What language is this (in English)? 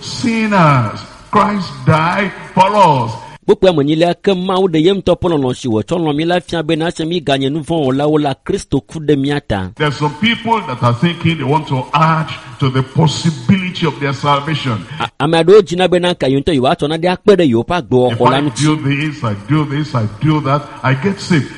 Ewe